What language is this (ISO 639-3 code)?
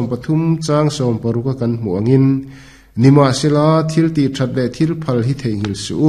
lus